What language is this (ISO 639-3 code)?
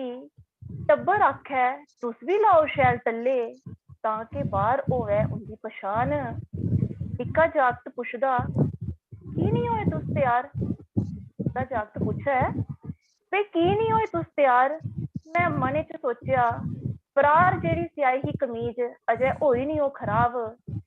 doi